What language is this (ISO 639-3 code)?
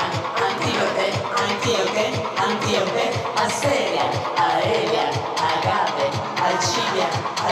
ita